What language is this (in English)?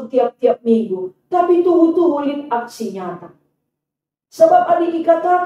Batak Karo